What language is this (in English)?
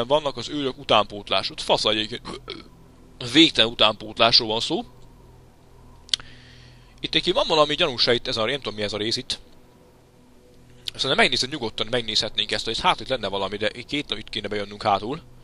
Hungarian